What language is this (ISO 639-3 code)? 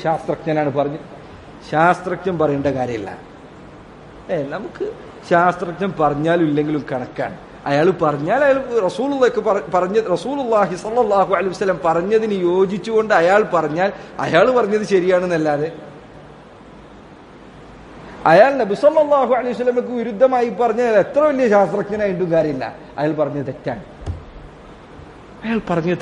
mal